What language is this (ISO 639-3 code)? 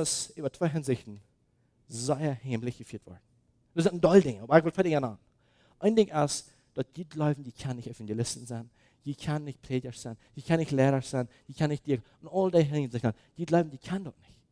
pdt